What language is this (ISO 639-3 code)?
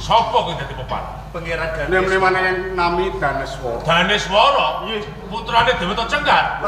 jav